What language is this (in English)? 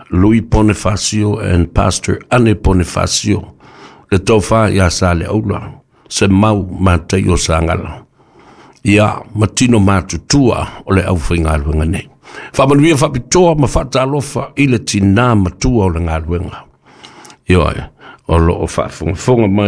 Samoan